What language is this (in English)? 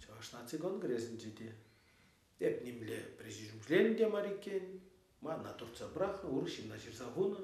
Chuvash